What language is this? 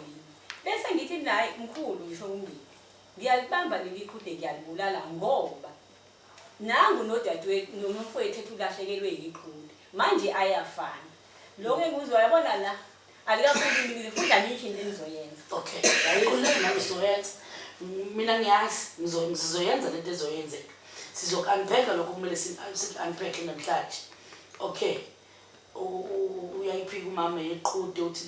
Zulu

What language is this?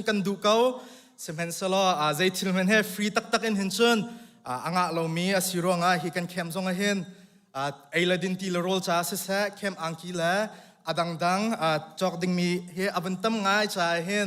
Hakha Chin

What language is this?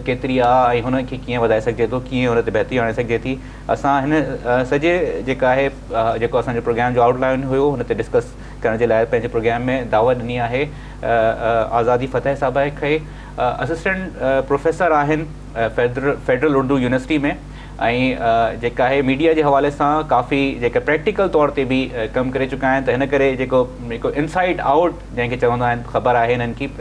Sindhi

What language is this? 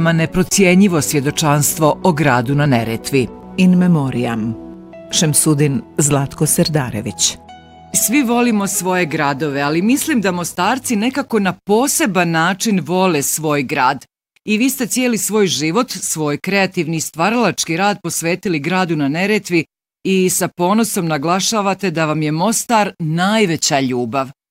Bosnian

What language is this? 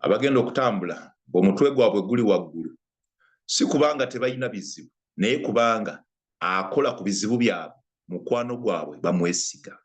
Ganda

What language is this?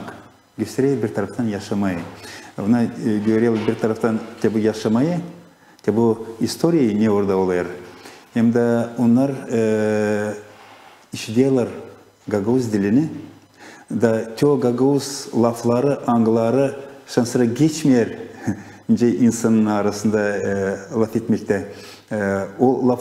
Gagauz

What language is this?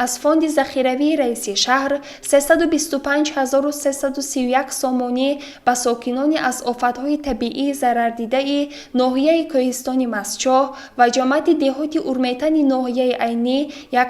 Tajik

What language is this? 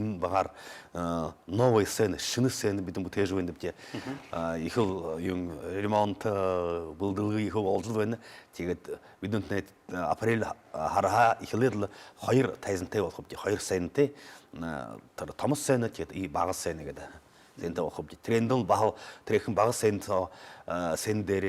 Buriat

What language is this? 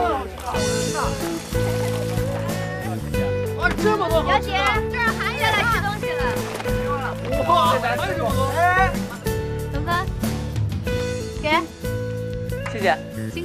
Chinese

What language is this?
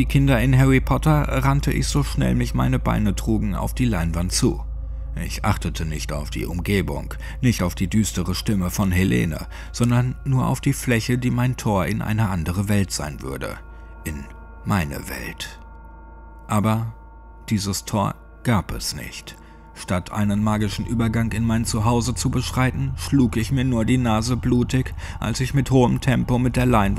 German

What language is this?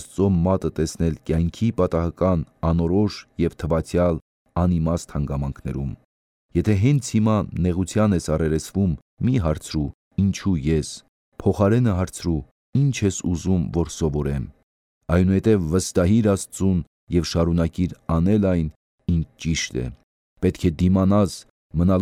Armenian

